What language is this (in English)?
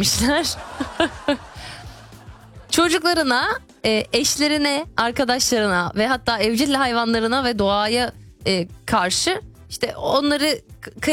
Turkish